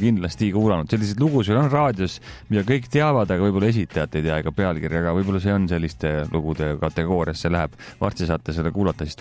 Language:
Estonian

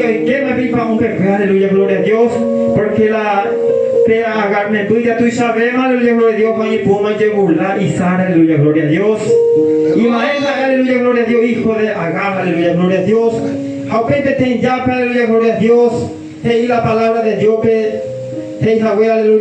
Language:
Guarani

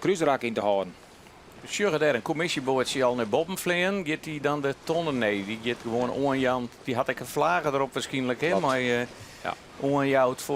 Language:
Western Frisian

